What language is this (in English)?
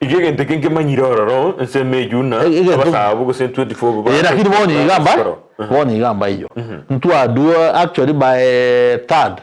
Gusii